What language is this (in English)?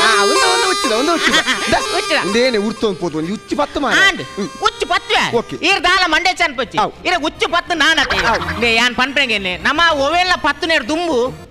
Tulu